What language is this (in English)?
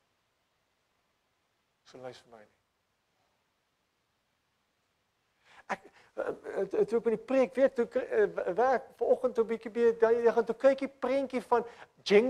Afrikaans